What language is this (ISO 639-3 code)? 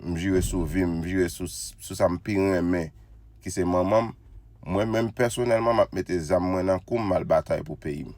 hat